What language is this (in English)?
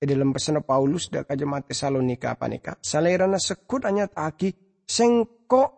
Madurese